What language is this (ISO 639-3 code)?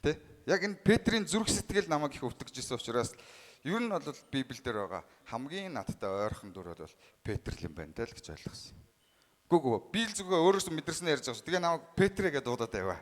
mon